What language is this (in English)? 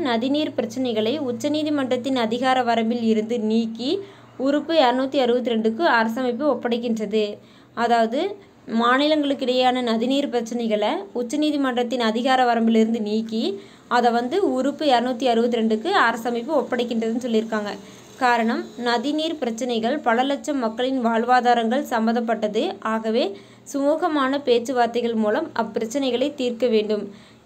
Tamil